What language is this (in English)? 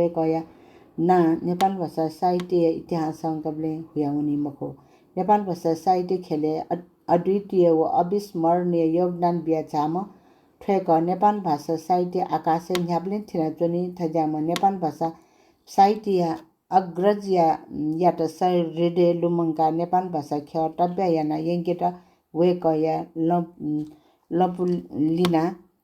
Newari